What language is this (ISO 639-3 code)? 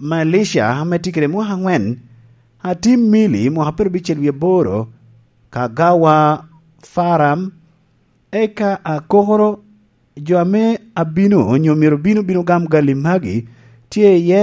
laj